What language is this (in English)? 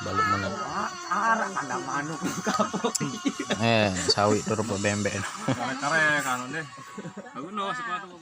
Sasak